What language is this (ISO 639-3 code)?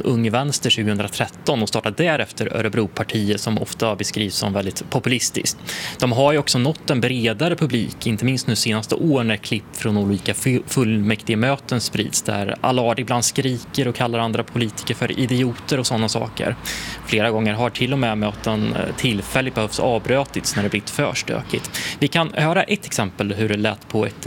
swe